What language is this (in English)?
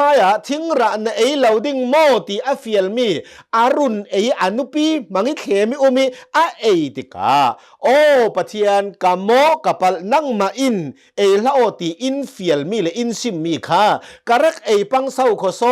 Hakha Chin